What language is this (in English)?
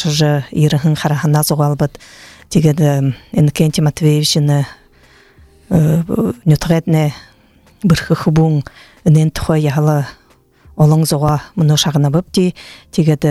Buriat